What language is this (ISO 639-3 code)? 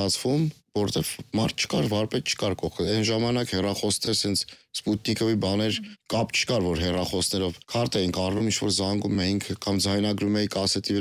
hye